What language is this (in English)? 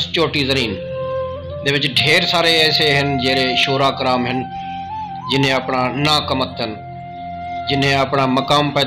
Saraiki